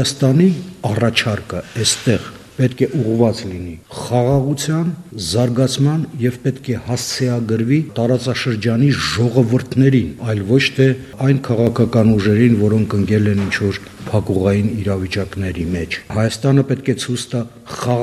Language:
Armenian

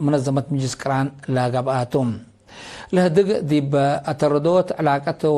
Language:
Tigre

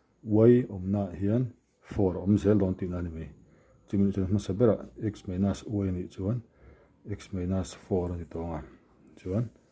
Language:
Mizo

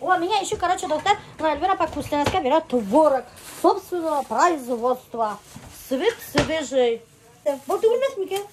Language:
Bashkir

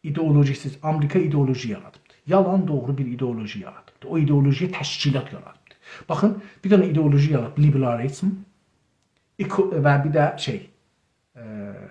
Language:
South Azerbaijani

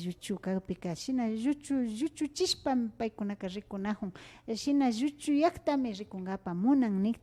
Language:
Imbabura Highland Quichua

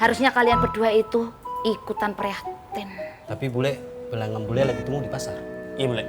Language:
Betawi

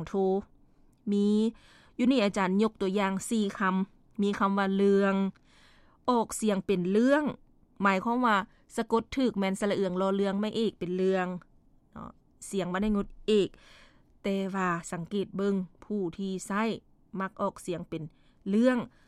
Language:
Lao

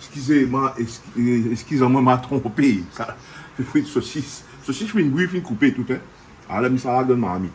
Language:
Réunion Creole French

